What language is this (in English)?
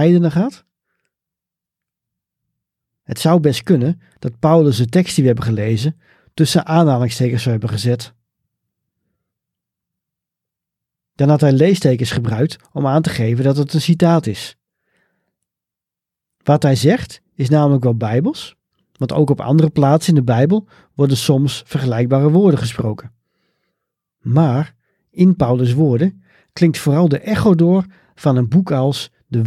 Dutch